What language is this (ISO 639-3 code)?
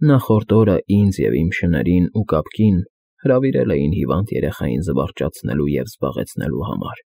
hye